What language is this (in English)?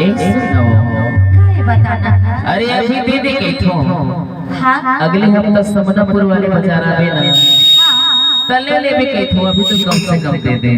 Chhattisgarhi